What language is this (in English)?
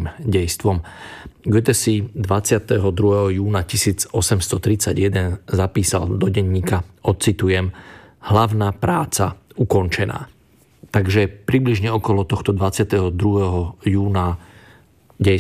Slovak